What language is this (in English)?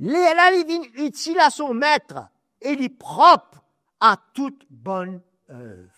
Morisyen